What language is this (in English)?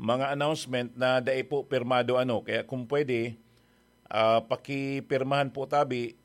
Bikol